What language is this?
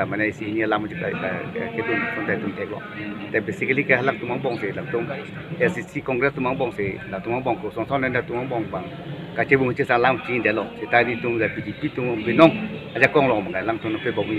Karbi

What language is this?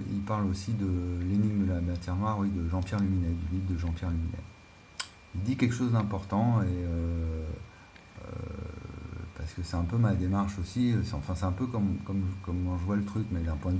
French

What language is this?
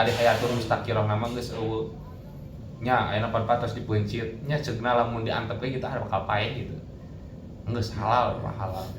Sundanese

